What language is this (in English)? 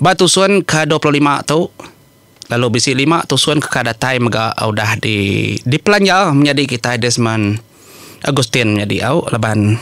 Iban